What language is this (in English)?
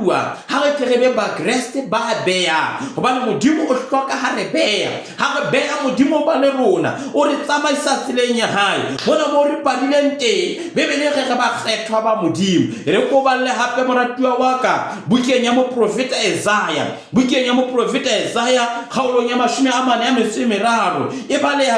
Southern Sotho